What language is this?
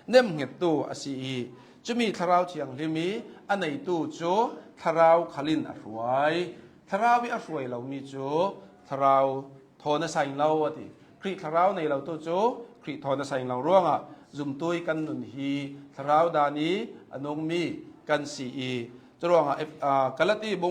Hakha Chin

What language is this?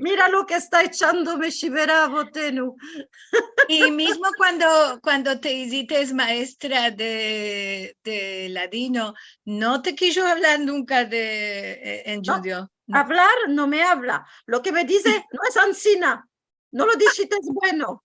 Ladino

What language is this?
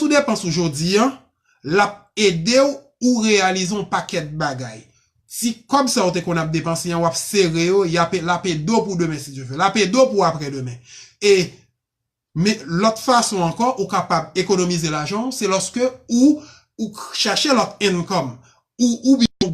Haitian Creole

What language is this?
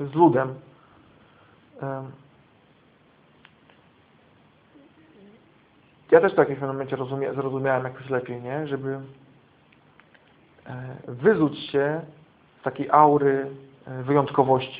Polish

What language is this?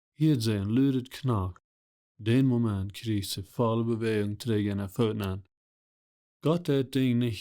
Plautdietsch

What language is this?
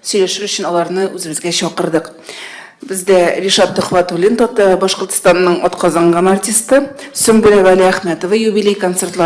Tatar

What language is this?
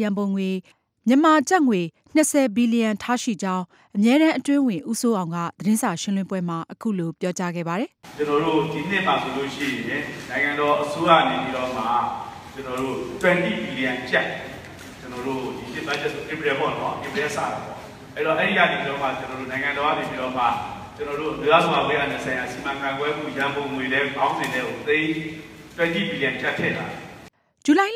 Burmese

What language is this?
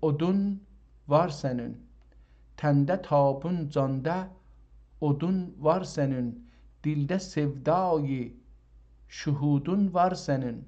South Azerbaijani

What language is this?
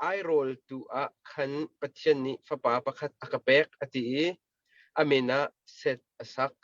Hakha Chin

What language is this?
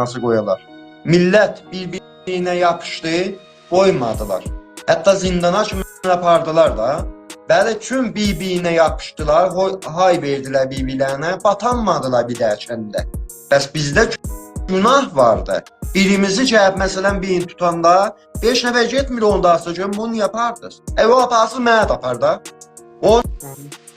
South Azerbaijani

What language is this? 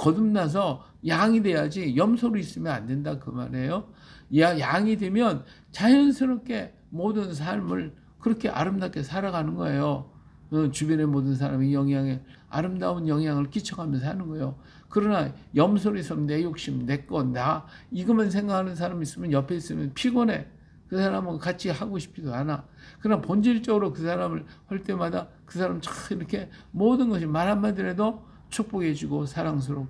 Korean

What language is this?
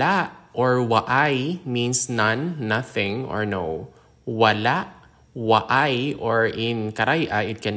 Hiligaynon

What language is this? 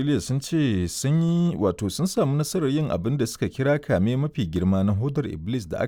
Hausa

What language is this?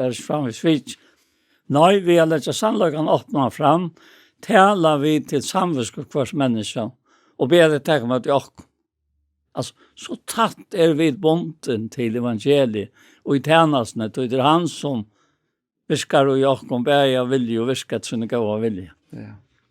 Faroese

